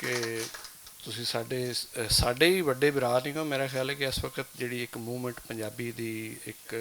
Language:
Western Panjabi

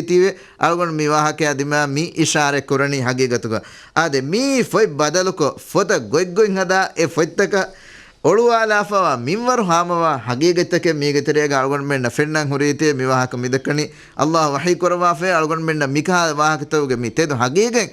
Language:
Divehi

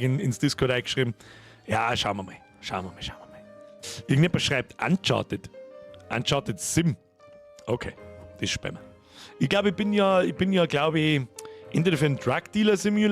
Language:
Bavarian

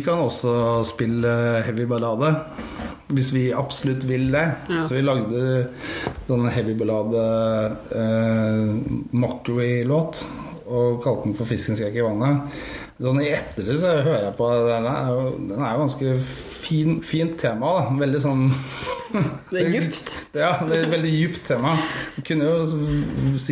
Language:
Norwegian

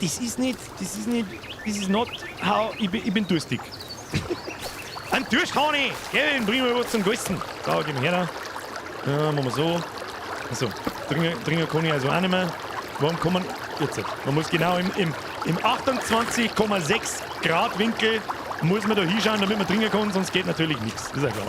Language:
Bavarian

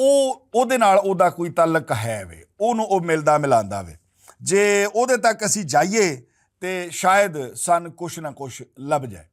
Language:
Western Panjabi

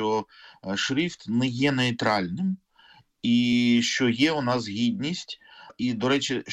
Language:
Ukrainian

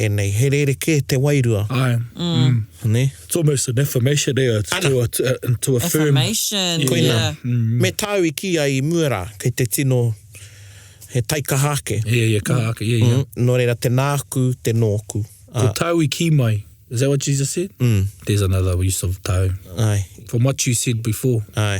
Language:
Māori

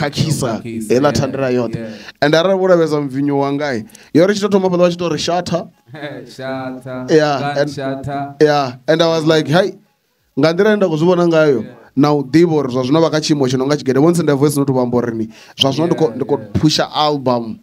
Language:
Venda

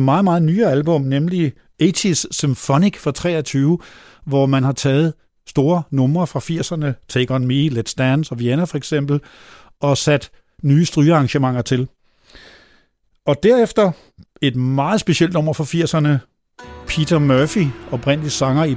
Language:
Danish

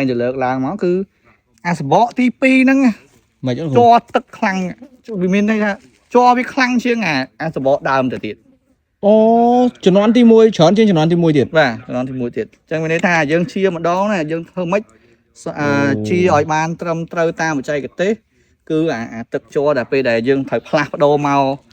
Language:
Khmer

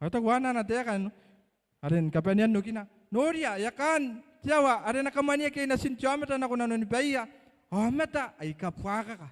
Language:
Gilbertese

